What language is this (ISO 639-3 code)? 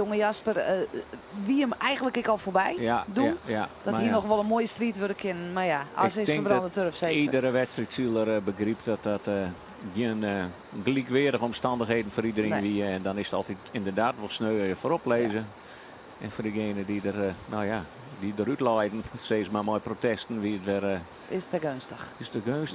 fry